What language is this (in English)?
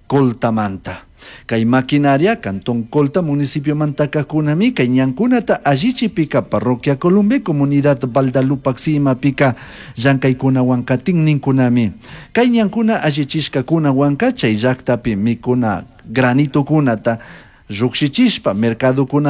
Chimborazo Highland Quichua